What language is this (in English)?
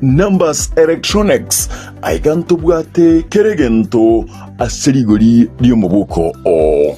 Gusii